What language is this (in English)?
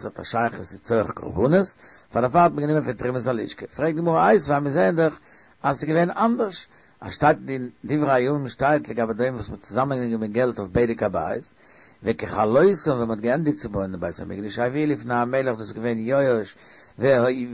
Yiddish